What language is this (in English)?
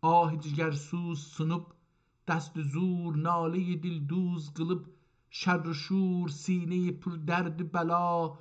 South Azerbaijani